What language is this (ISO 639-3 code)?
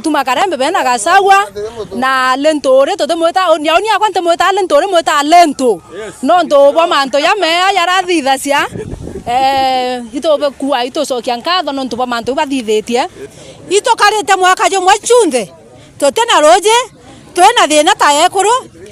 mer